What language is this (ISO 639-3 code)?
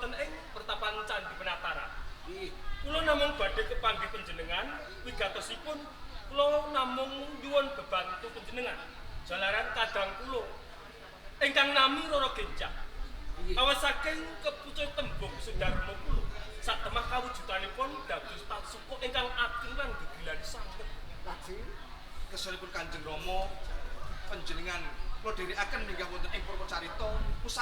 jav